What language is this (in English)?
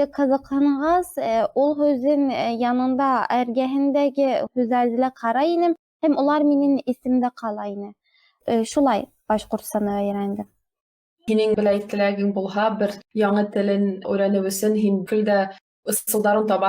Bashkir